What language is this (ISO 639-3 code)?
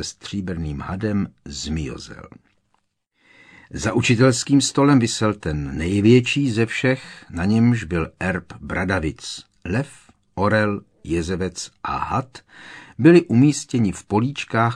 ces